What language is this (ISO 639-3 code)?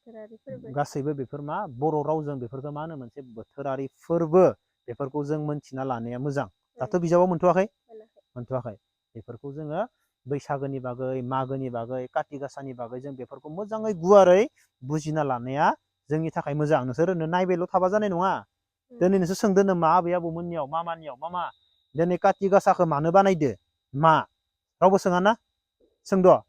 brx